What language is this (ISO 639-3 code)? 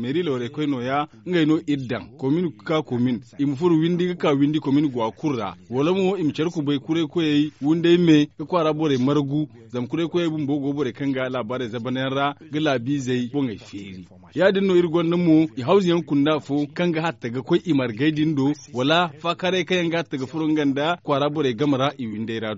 dje